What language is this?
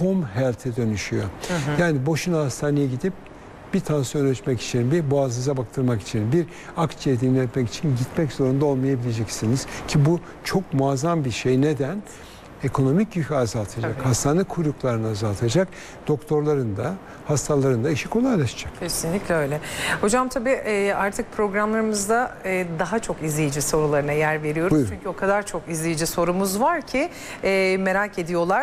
Turkish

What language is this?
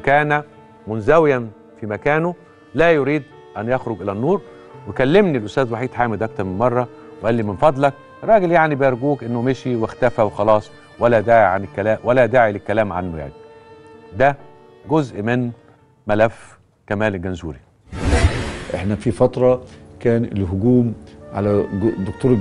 Egyptian Arabic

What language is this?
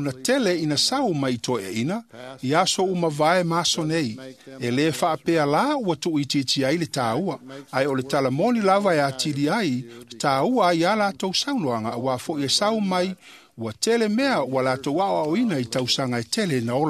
Samoan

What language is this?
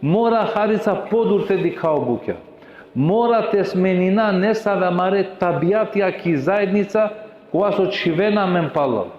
Balkan Romani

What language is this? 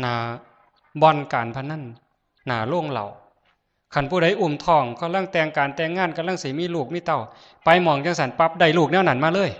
Lao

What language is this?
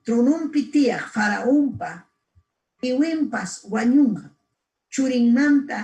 Ayacucho Quechua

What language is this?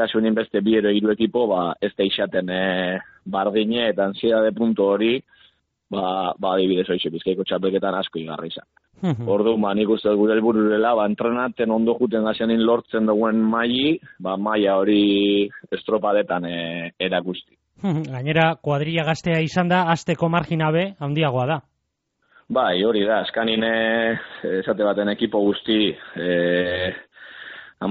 Basque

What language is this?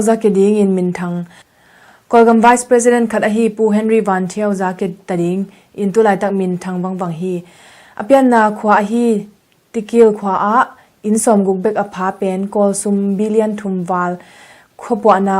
Tedim Chin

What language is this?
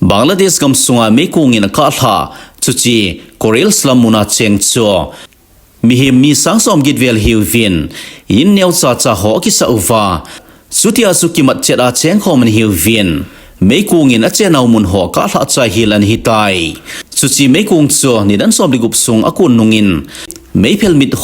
Thado Chin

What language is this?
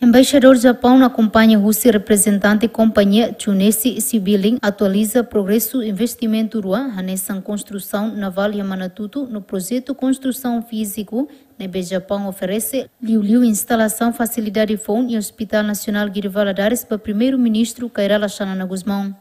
Tetum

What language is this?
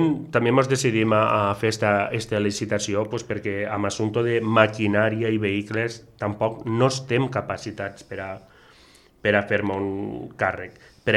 Catalan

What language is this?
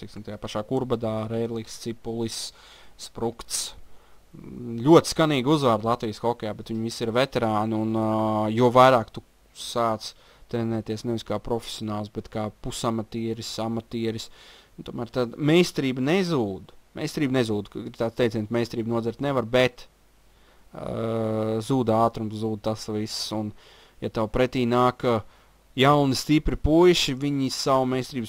Latvian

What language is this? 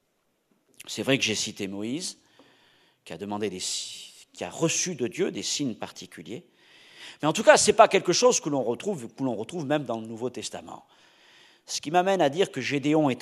French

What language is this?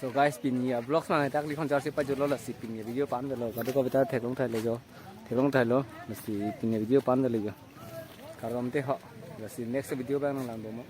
Karbi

